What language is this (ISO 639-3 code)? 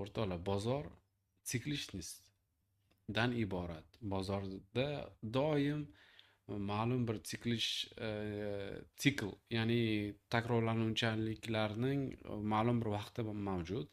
uzb